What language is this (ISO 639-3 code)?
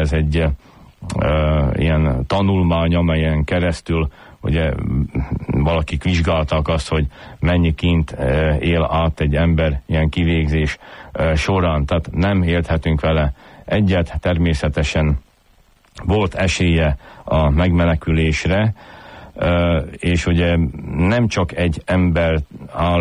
hun